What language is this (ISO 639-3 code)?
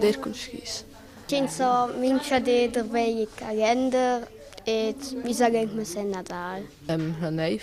roh